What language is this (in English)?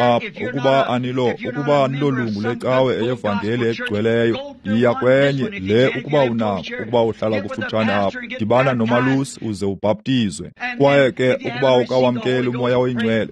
Xhosa